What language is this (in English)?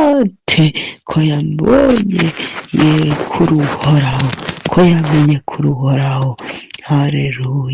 Rundi